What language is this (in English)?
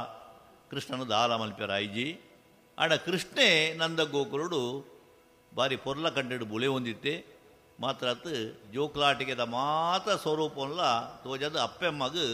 Tulu